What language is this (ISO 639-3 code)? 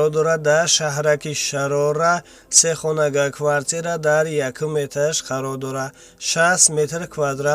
tgk